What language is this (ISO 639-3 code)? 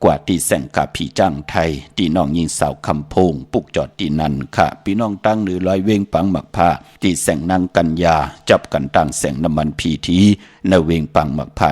shn